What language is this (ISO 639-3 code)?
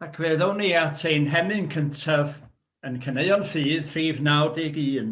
cym